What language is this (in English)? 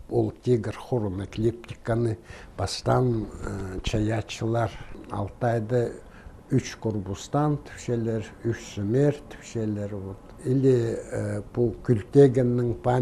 Khakas